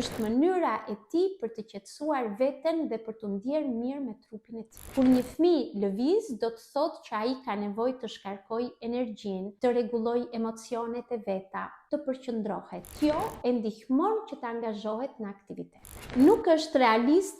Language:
Albanian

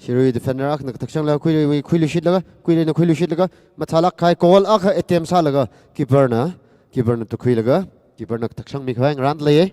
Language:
Tangkhul Naga (India)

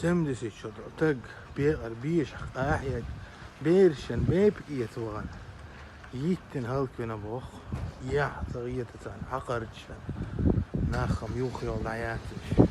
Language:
Chechen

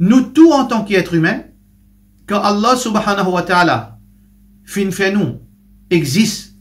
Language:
Morisyen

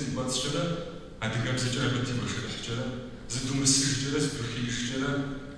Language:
Kabardian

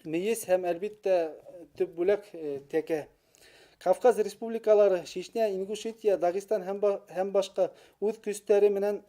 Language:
Bashkir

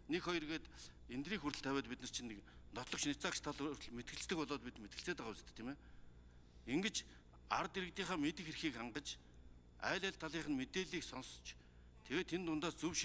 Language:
Mongolian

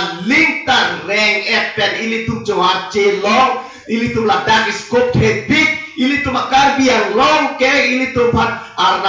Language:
Karbi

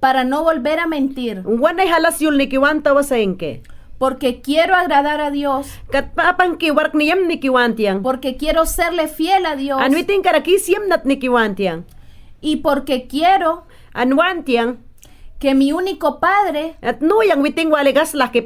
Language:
Mayangna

